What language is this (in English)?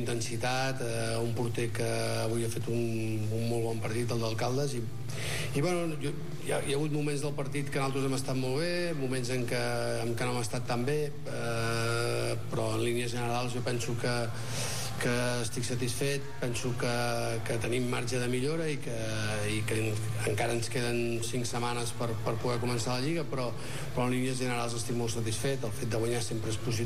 Catalan